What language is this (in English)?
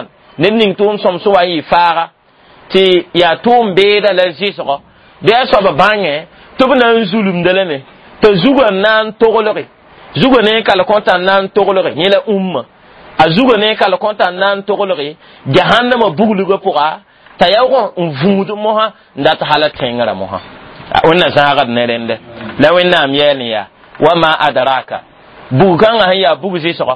Mossi